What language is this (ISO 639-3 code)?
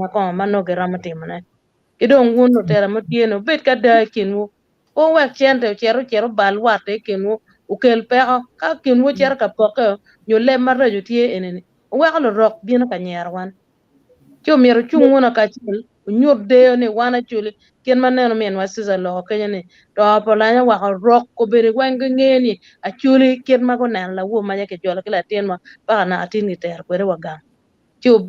ach